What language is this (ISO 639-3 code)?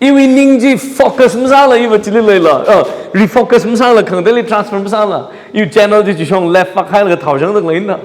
nmf